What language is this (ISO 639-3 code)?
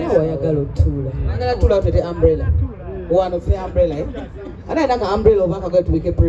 lug